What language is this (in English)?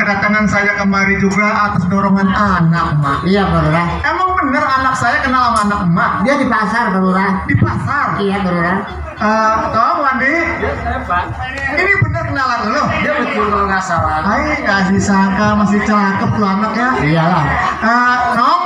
Betawi